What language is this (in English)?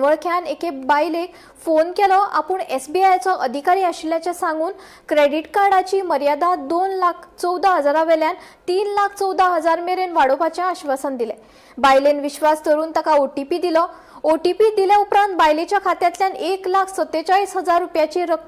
Konkani